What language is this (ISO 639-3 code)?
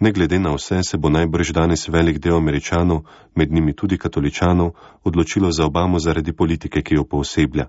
slv